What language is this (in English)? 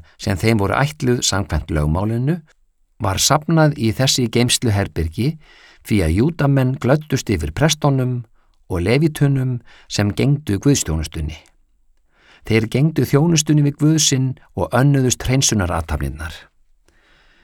Icelandic